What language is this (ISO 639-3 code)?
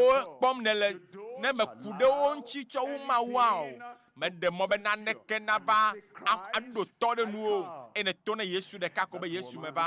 ewe